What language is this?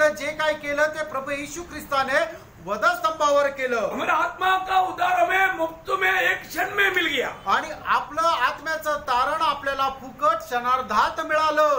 Marathi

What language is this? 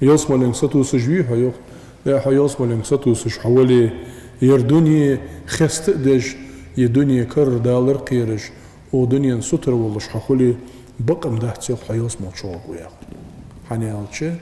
Ingush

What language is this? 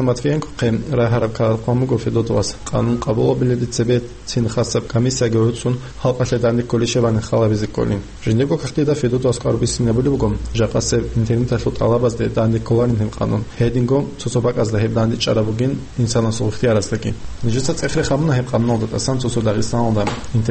Avaric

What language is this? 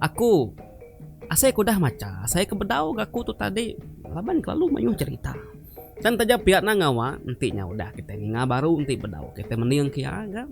Iban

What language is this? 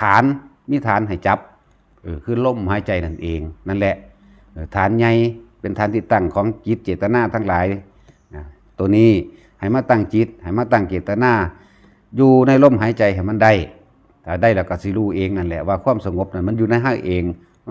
Northeastern Thai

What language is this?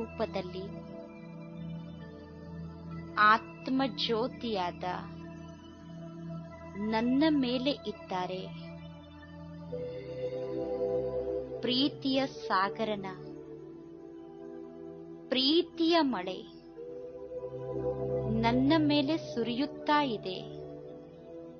Kannada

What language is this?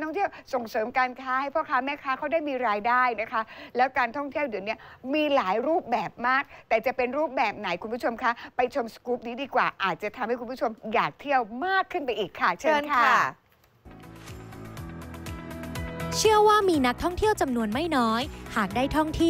Thai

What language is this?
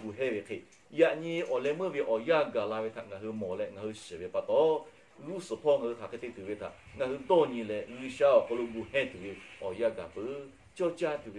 Lahu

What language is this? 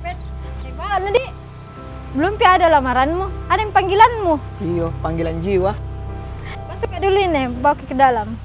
Makassar Malay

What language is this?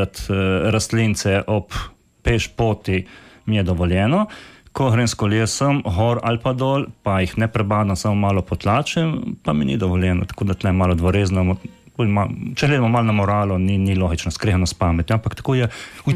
Slovenian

